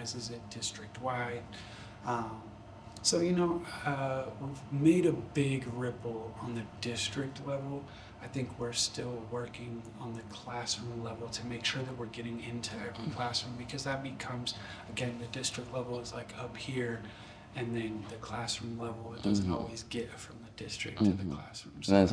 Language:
English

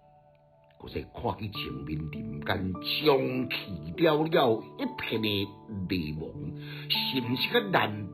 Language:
Min Nan Chinese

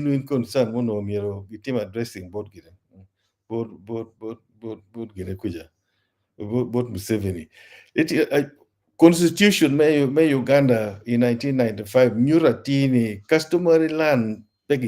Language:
Acoli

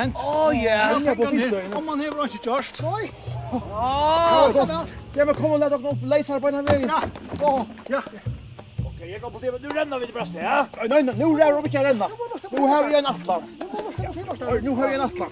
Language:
Faroese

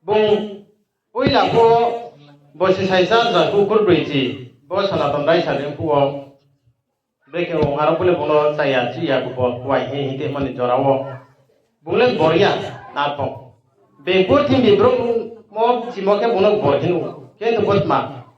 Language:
Riang (India)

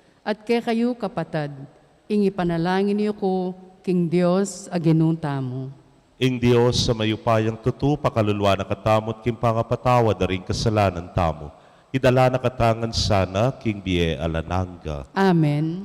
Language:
Pampanga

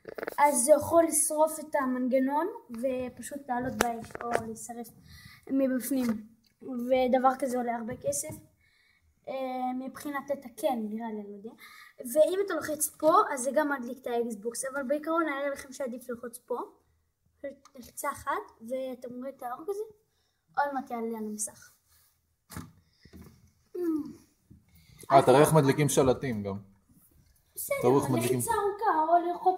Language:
Hebrew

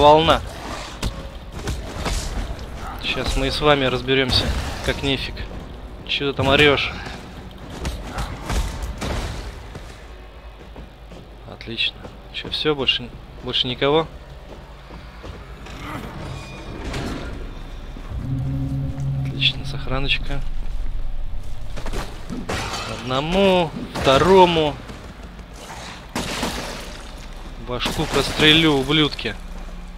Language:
Russian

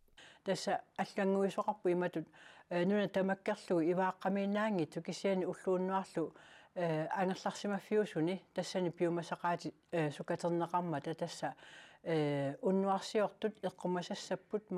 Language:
Kalaallisut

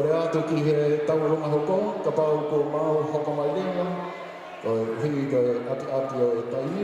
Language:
Tongan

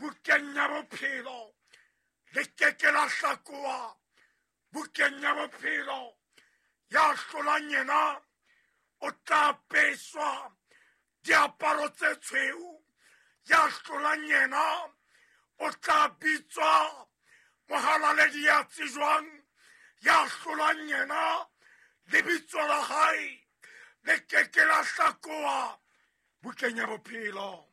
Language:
Southern Sotho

